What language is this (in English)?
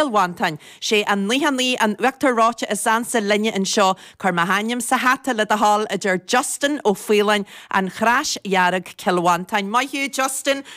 Irish